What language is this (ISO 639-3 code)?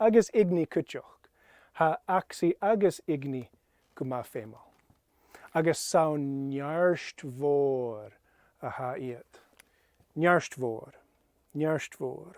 gla